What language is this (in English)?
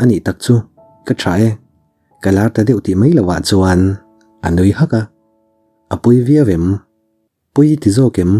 Mizo